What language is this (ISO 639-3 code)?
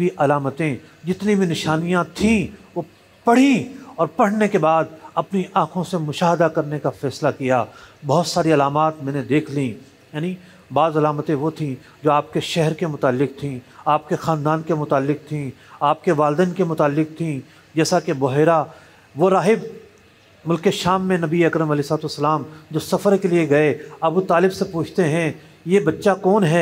urd